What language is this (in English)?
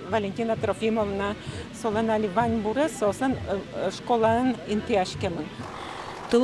Udmurt